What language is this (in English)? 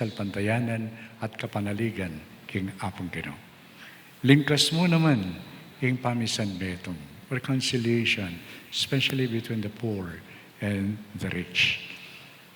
Pampanga